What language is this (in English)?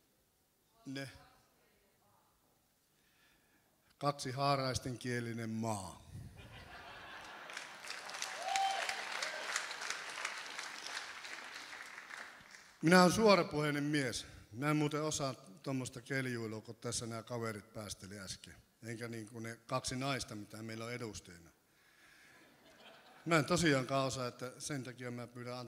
Finnish